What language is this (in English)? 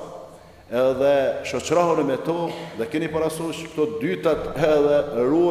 Albanian